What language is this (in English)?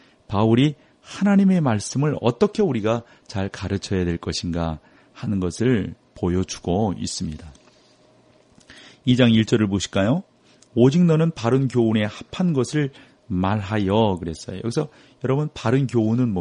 Korean